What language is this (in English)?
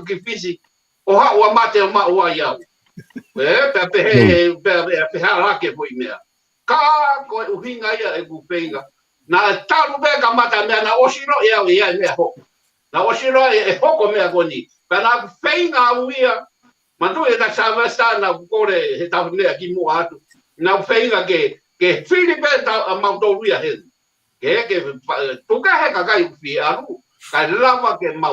Tongan